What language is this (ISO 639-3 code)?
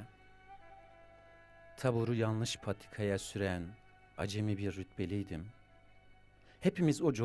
tur